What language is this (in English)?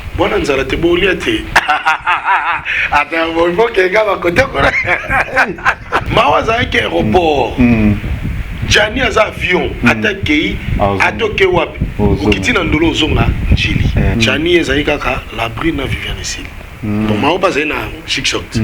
Lingala